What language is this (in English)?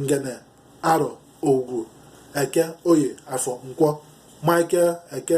Igbo